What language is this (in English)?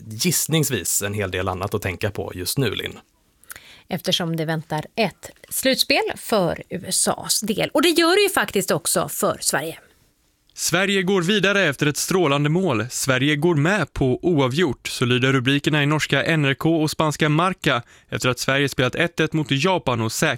Swedish